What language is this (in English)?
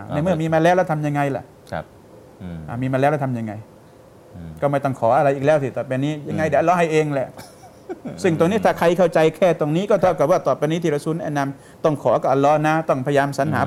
Thai